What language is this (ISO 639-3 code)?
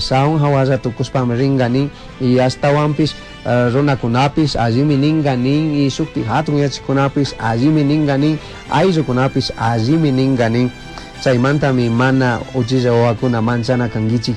qug